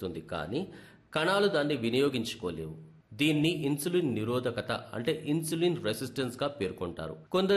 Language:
Telugu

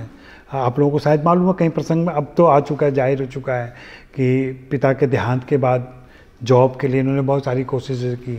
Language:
Hindi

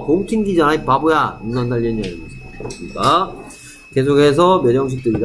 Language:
Korean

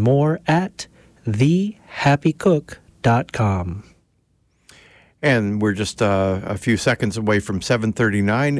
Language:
English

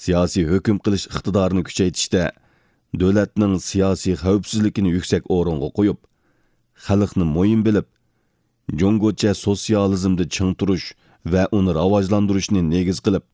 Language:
Uyghur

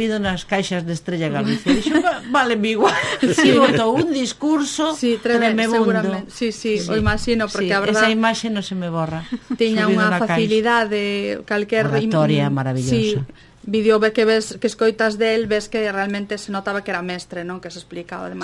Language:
Galician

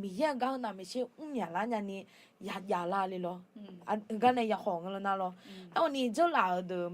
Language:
Akha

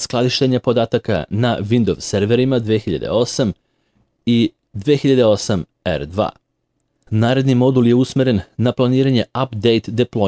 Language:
Serbian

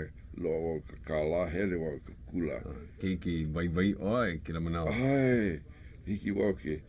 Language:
Hawaiian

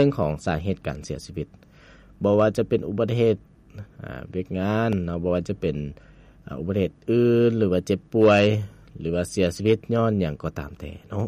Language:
Lao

